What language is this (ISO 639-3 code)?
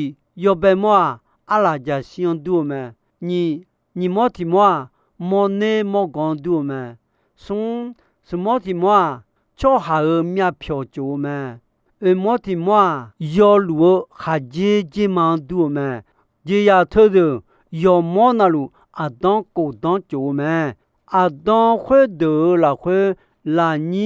ahk